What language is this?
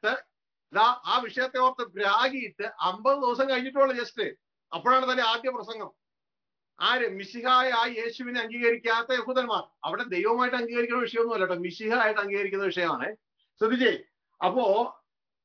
Malayalam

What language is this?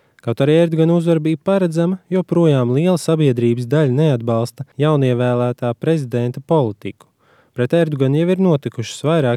Latvian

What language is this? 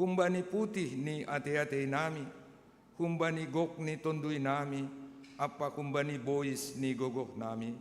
Batak Simalungun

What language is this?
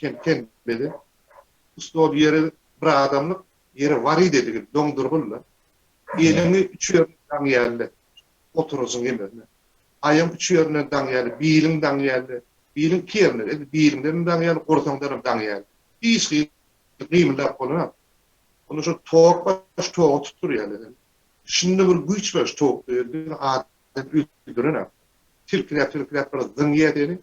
Turkmen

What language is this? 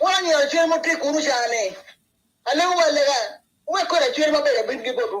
Acoli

